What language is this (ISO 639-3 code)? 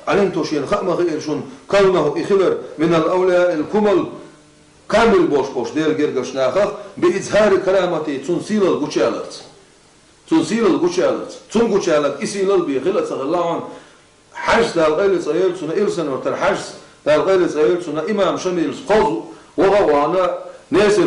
che